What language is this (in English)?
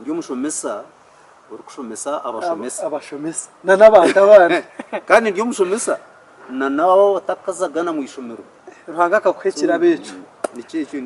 Nyankole